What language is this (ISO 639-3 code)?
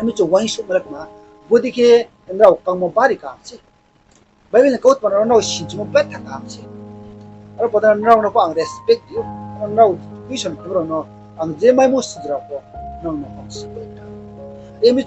ria